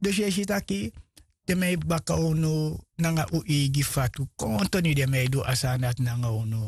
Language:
Sranan Tongo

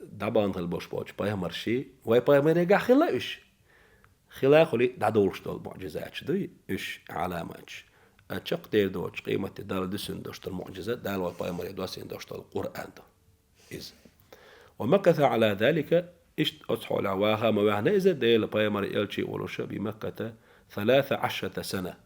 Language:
Chechen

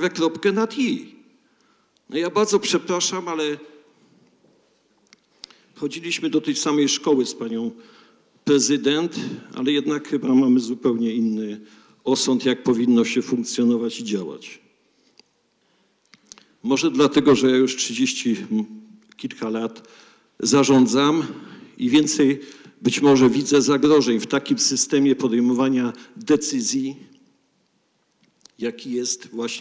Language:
Polish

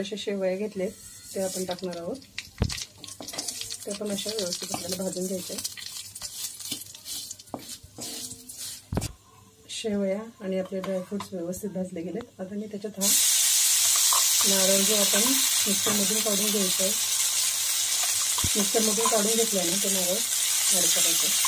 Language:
Marathi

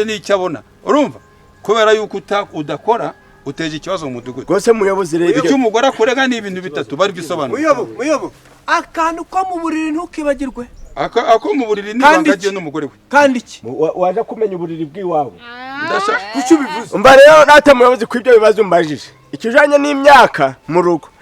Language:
Kinyarwanda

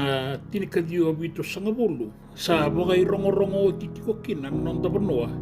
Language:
Fijian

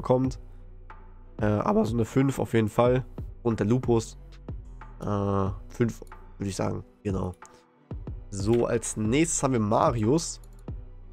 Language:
German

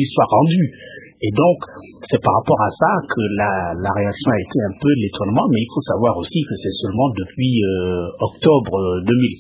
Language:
French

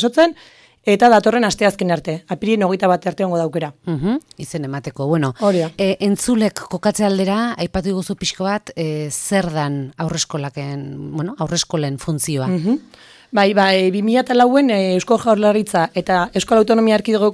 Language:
Basque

